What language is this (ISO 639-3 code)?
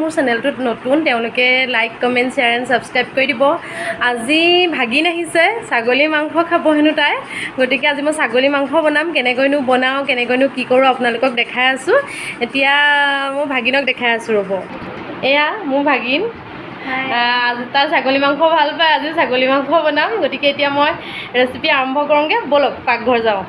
asm